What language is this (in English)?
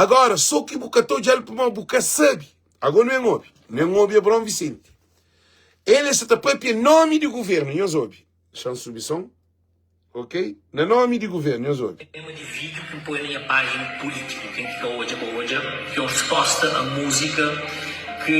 Kabuverdianu